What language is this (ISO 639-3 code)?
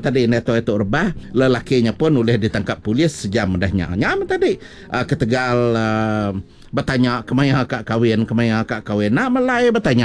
msa